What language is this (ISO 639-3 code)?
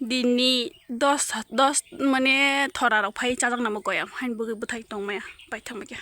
trp